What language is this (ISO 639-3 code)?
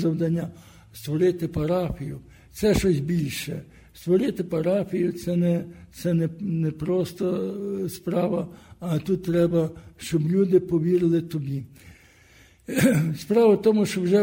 ukr